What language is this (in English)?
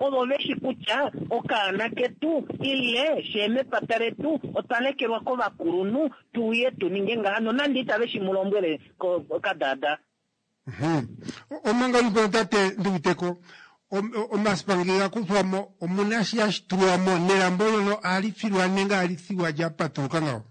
Kuanyama